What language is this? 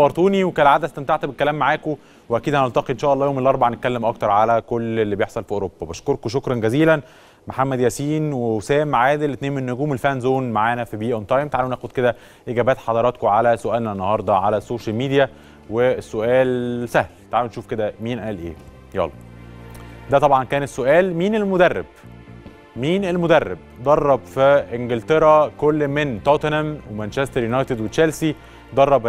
Egyptian Arabic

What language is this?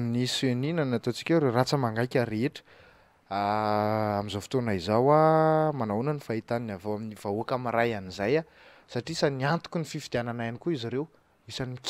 Malagasy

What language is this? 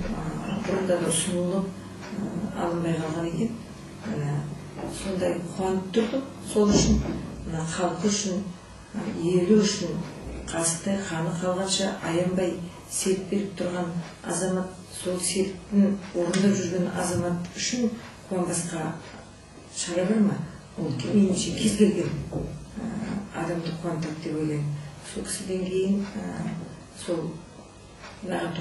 Kazakh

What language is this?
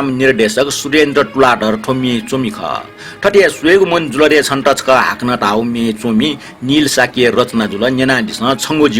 Newari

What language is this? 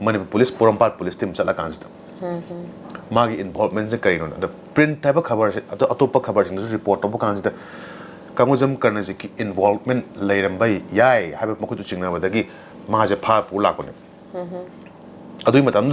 Manipuri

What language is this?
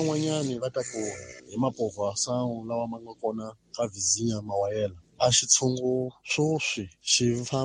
Tsonga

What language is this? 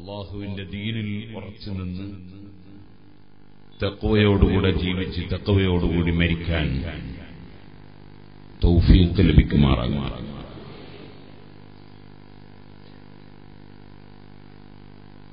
Malayalam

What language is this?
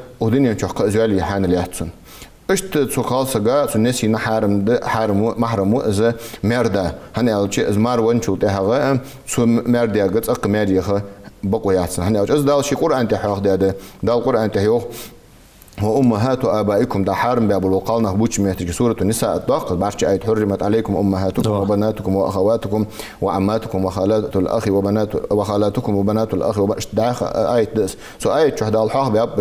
Ingush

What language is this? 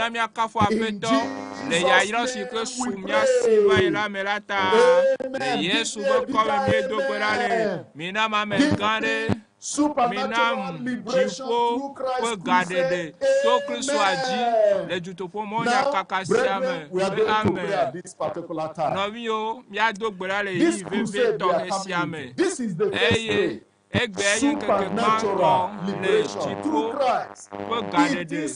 Ewe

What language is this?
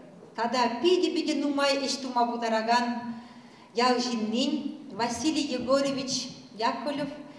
Chuvash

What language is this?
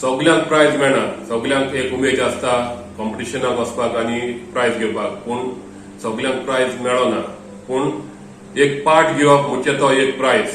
Konkani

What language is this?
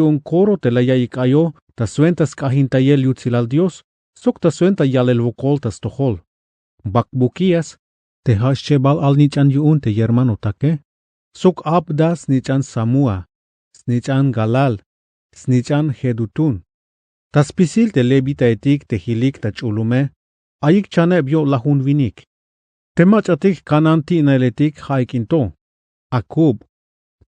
Tzeltal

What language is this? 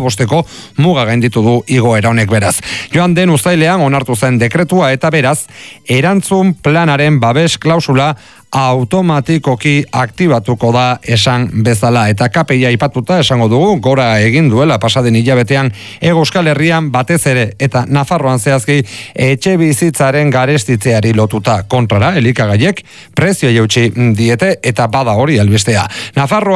Basque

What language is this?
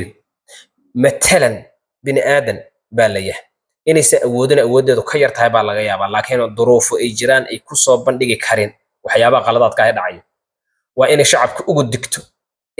Somali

